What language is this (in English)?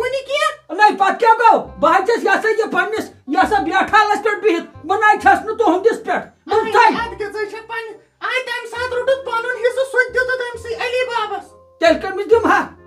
Kashmiri